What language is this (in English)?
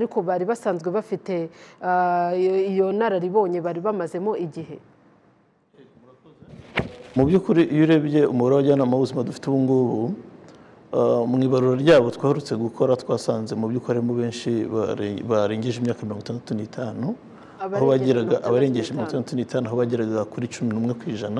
Kinyarwanda